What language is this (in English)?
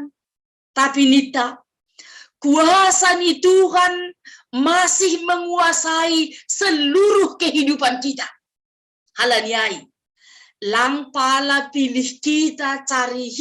Batak Simalungun